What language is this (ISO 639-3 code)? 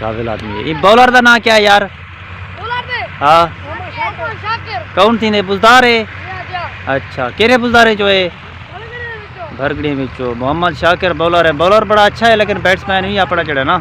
skr